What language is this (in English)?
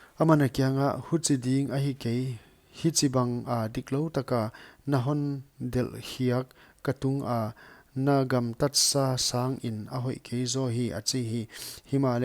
Paite Chin